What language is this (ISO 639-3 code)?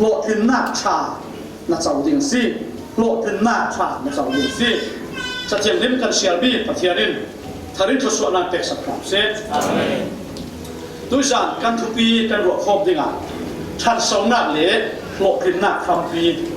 cfm